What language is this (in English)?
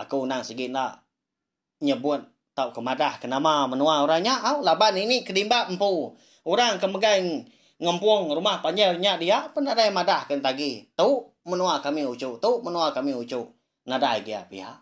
Iban